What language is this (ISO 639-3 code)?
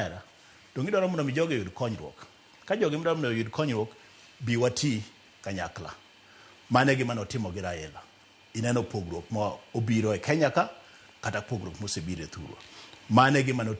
luo